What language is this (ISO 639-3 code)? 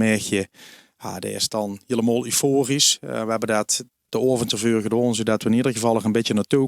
lim